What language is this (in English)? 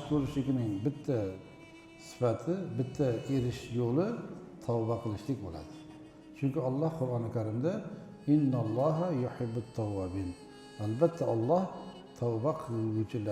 Uzbek